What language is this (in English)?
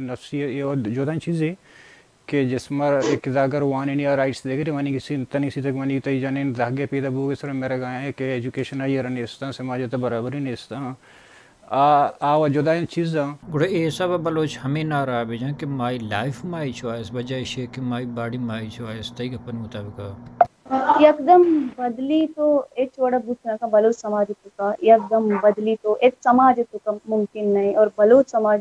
Baluchi